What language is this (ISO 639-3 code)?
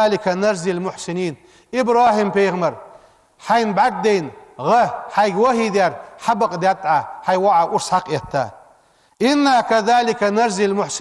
inh